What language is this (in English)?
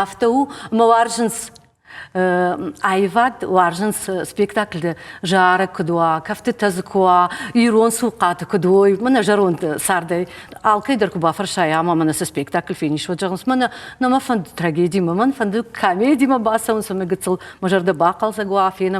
Ossetic